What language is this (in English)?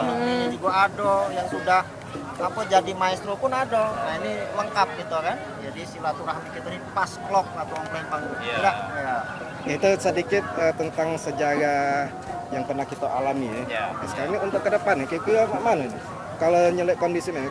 Musi